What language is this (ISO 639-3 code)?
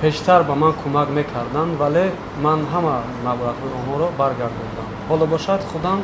tgk